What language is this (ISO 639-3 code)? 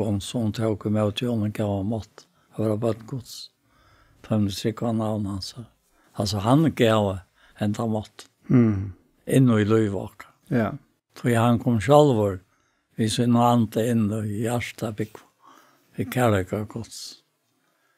fao